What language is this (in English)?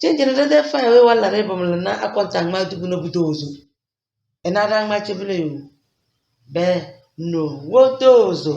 Tem